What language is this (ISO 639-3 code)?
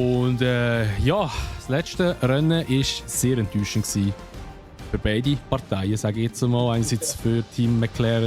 gsw